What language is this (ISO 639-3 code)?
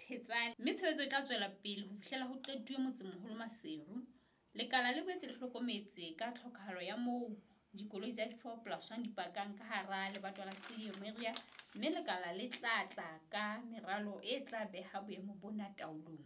sot